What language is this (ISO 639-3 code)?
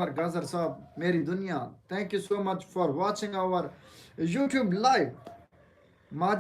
skr